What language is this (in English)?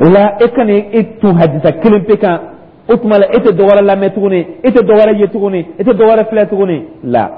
Dyula